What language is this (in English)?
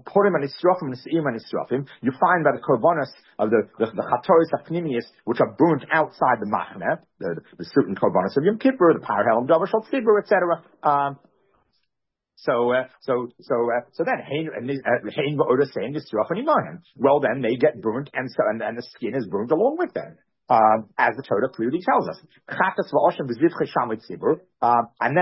English